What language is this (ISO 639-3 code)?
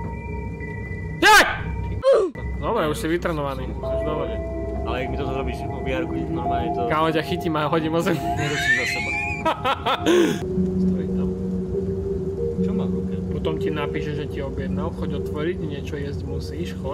slk